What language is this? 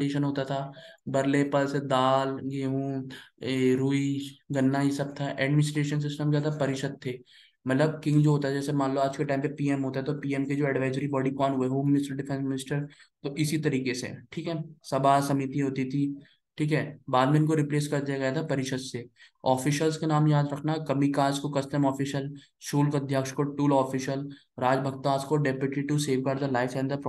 Hindi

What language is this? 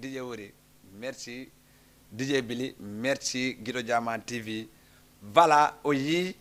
Fula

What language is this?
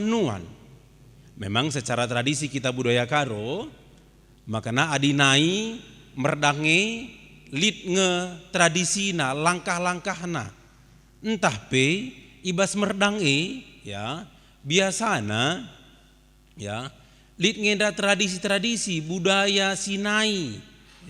Batak Karo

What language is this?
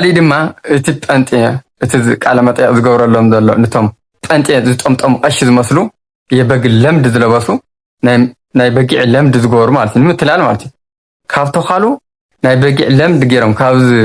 Tigrinya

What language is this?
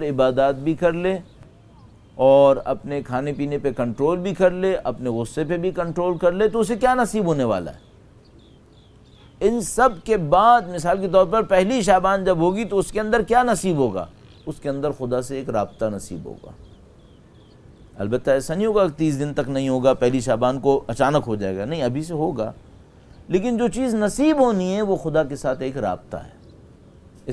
Urdu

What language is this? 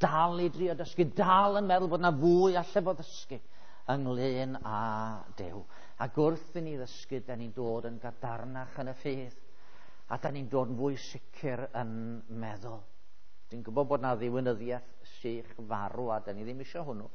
Welsh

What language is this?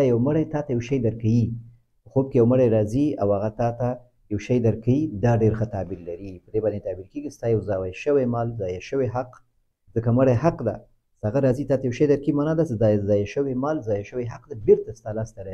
Pashto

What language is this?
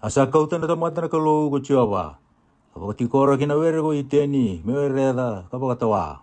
Fijian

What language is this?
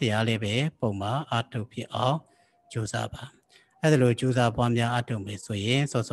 Burmese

